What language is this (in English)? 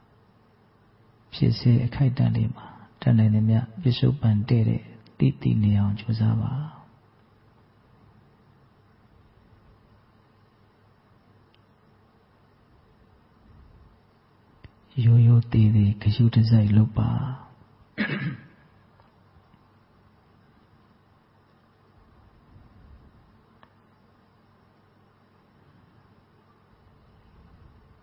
Burmese